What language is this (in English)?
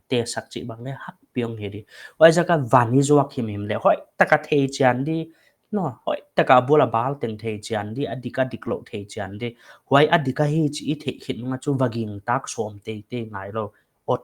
Paite Chin